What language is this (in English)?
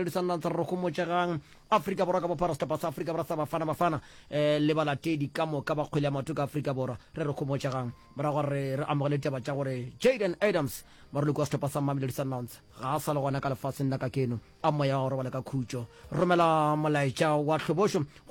Northern Sotho